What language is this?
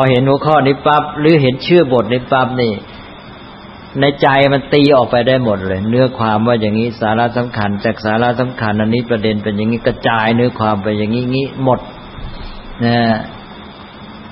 Thai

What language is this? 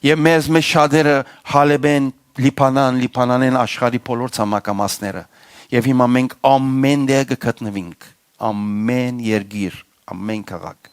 Western Armenian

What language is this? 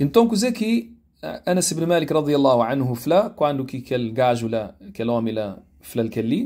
Kabuverdianu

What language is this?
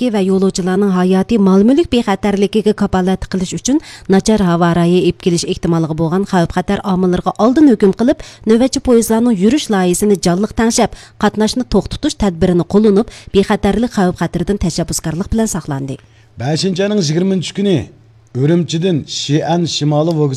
Uyghur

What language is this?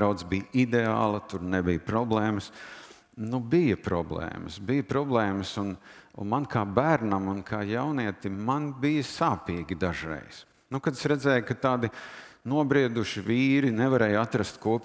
Latvian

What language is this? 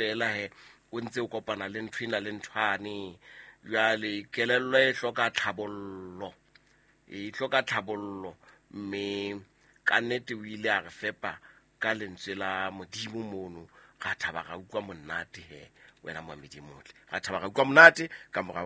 Southern Sotho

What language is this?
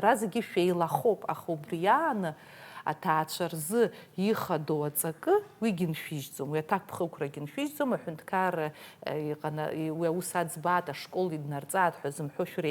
Abkhazian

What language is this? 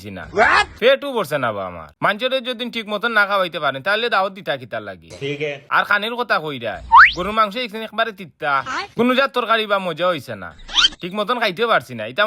Sylheti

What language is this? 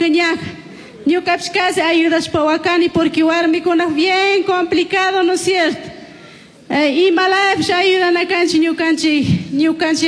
Chimborazo Highland Quichua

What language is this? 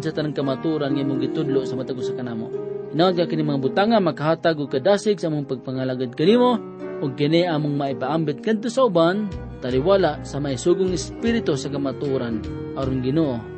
Cebuano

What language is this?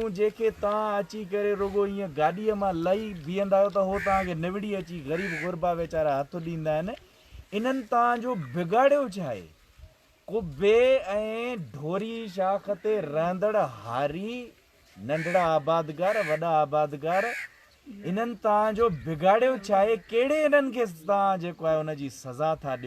Sindhi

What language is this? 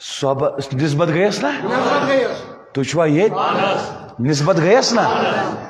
Kashmiri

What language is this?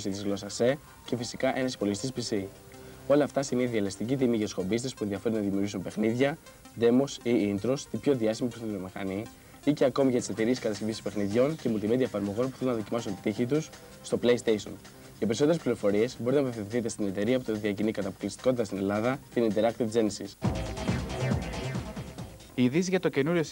Greek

